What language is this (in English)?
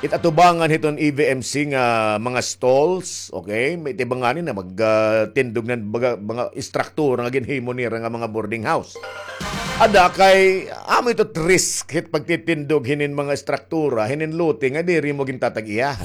Waray